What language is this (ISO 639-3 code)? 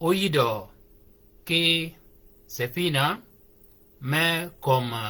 shk